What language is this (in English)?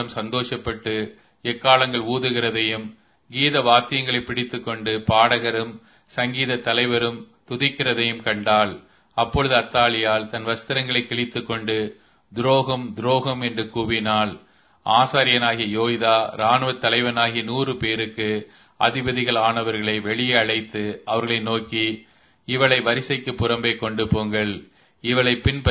Tamil